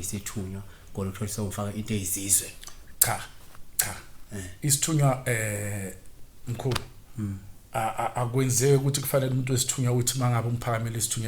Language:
Zulu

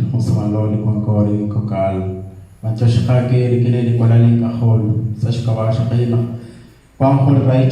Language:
Kekchí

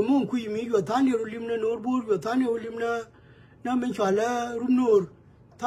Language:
Nuer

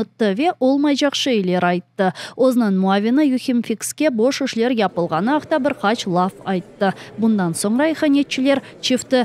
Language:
Crimean Tatar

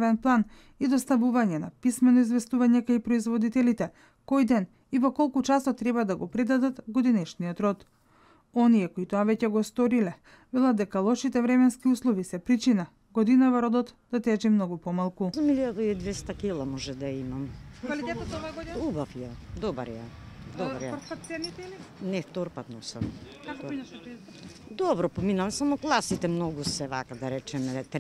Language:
Macedonian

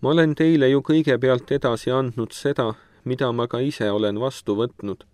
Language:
Estonian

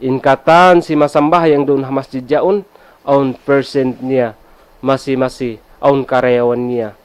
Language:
Tausug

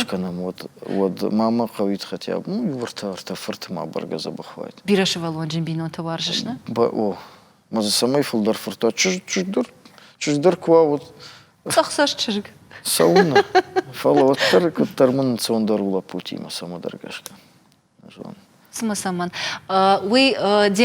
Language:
Ossetic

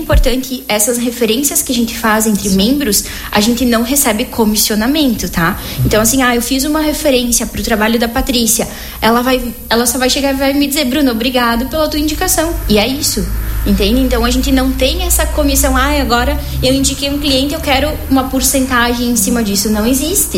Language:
Portuguese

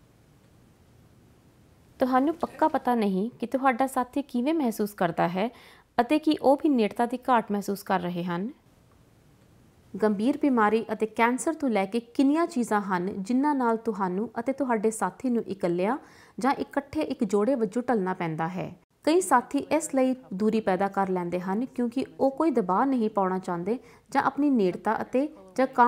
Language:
Punjabi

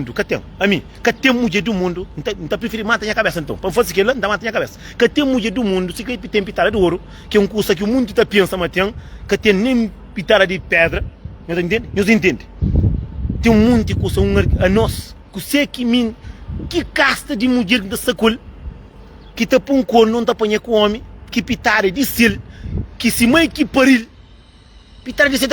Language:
Kabuverdianu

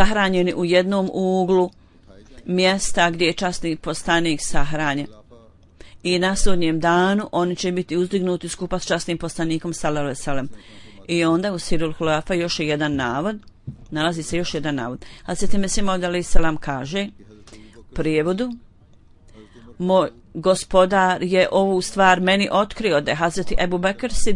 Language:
Bosnian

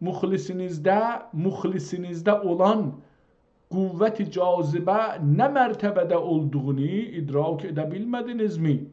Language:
South Azerbaijani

